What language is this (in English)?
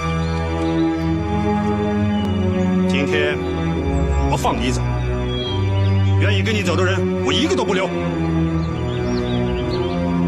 Chinese